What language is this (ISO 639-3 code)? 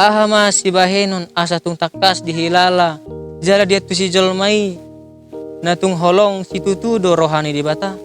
bbc